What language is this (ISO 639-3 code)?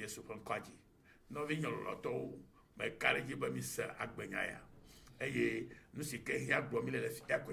ewe